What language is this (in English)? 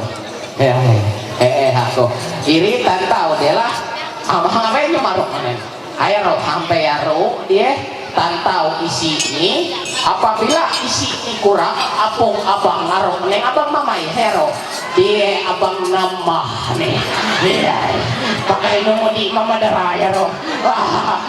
Ma'anyan